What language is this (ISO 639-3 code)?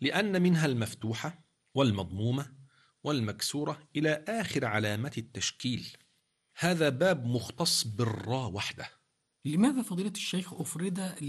ara